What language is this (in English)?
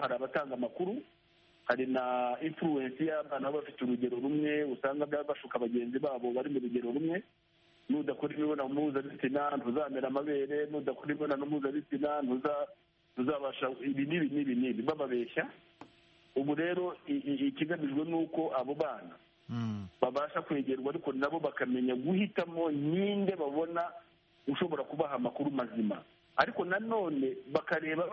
Kinyarwanda